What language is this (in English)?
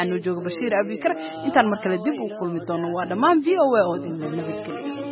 Somali